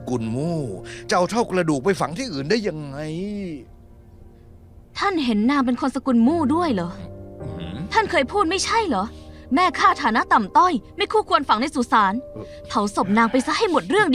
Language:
Thai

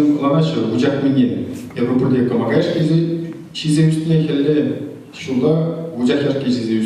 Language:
Chuvash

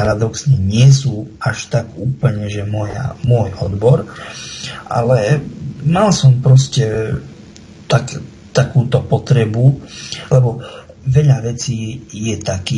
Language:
Slovak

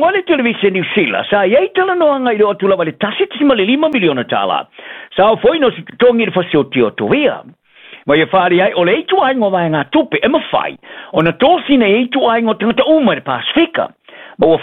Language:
Samoan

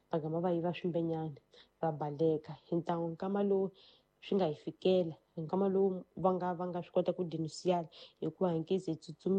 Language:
Tsonga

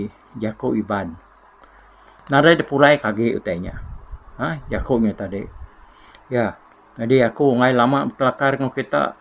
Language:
Iban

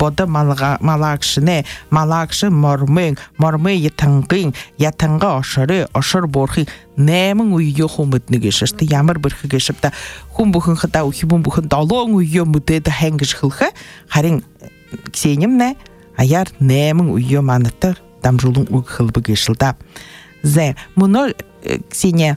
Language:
Buriat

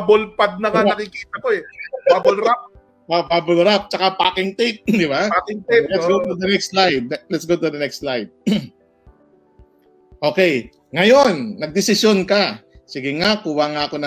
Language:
Filipino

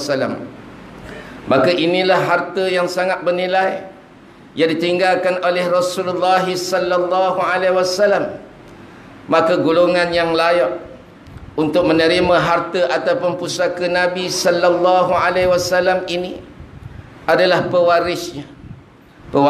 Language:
Malay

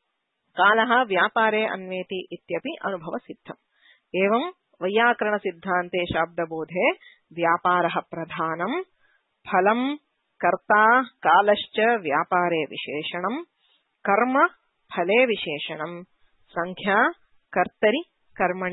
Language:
Sanskrit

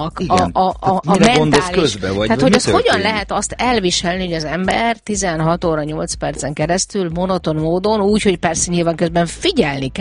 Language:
Hungarian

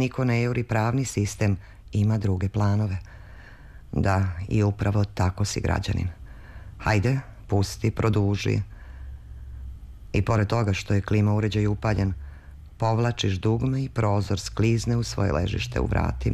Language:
Serbian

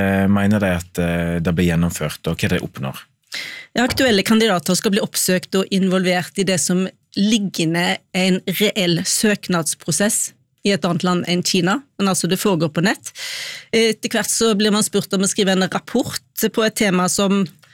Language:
Norwegian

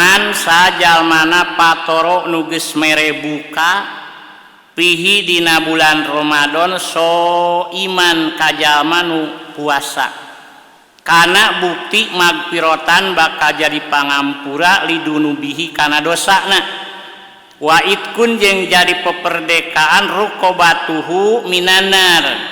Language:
Sundanese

